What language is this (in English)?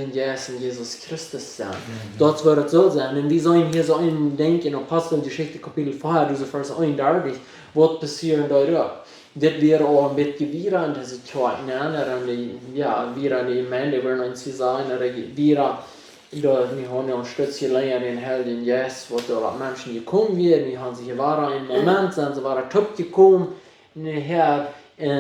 Plautdietsch